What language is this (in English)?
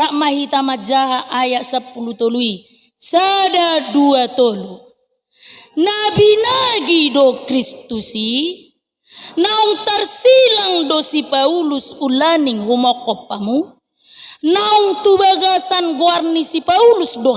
Batak Toba